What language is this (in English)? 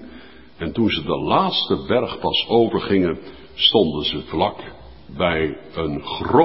Dutch